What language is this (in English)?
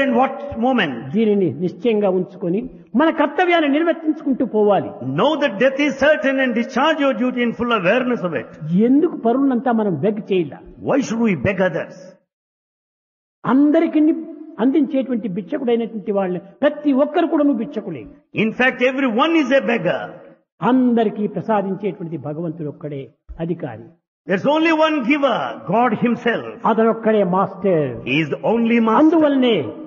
Telugu